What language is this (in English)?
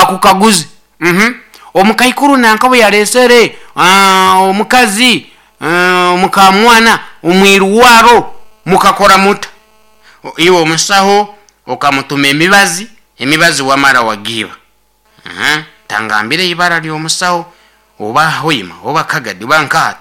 Nyoro